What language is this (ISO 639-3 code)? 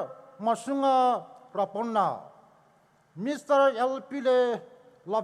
pmx